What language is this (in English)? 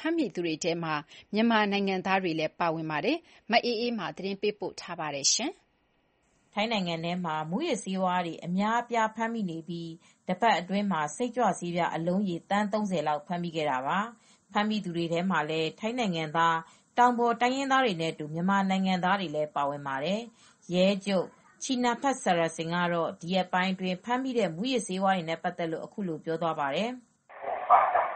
Burmese